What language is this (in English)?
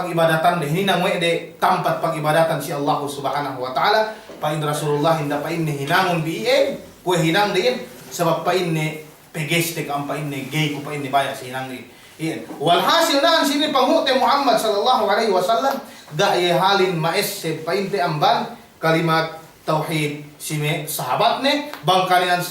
Yakan